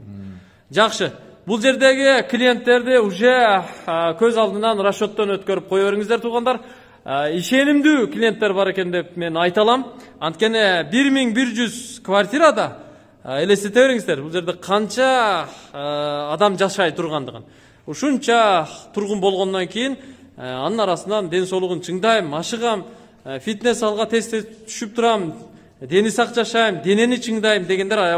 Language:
Kyrgyz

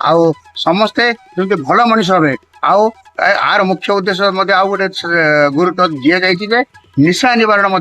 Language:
Odia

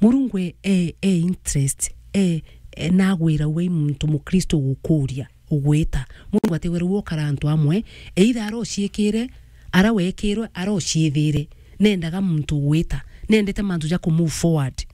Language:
Meru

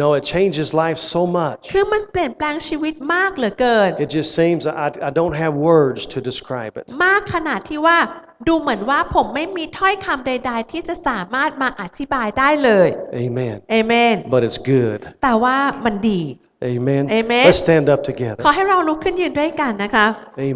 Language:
Thai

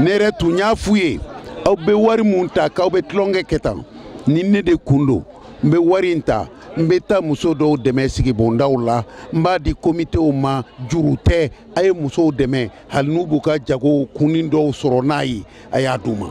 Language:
Bambara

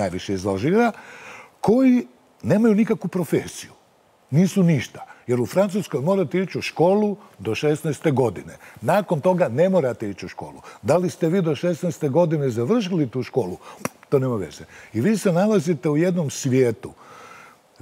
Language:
Bosnian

